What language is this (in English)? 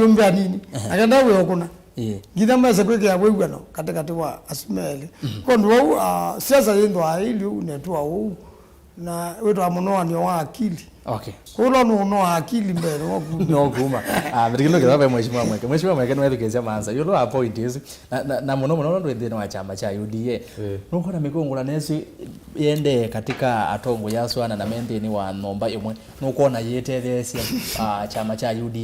Kamba